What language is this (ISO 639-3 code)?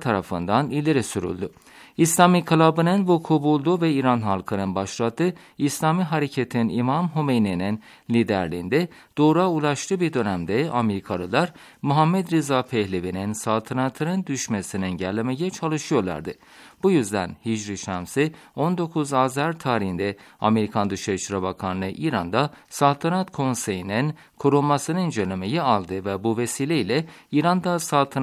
tur